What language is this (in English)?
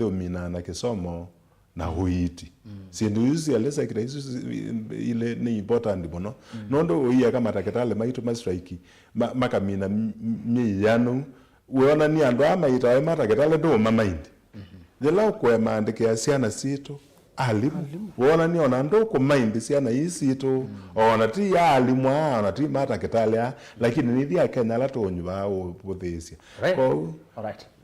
Kamba